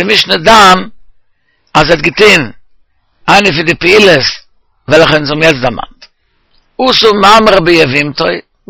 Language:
Yiddish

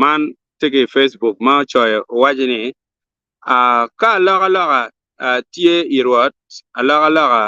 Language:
Acoli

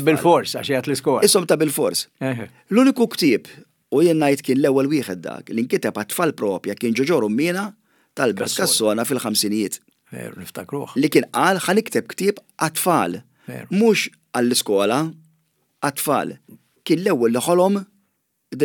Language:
Maltese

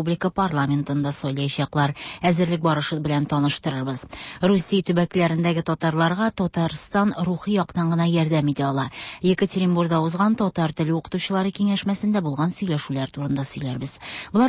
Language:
Tatar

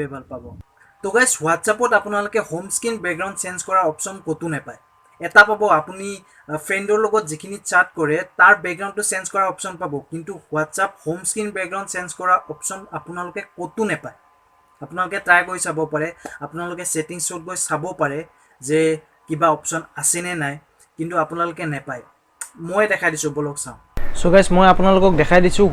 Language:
Assamese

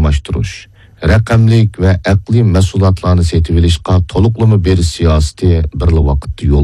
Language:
Uyghur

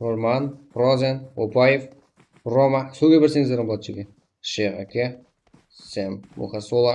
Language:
Kara-Kalpak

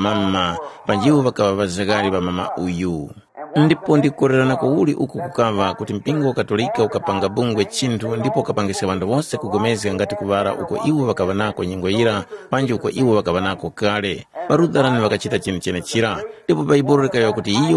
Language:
Tumbuka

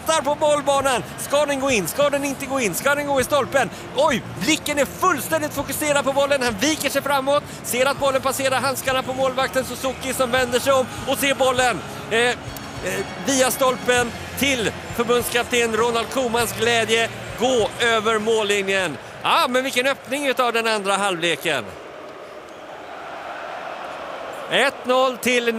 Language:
Swedish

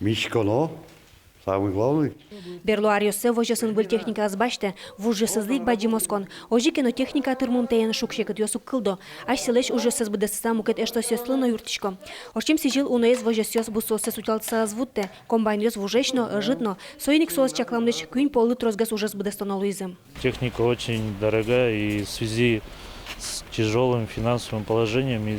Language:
Udmurt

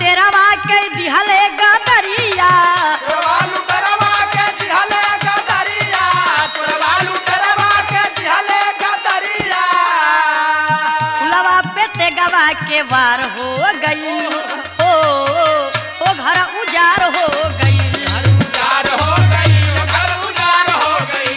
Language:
Bhojpuri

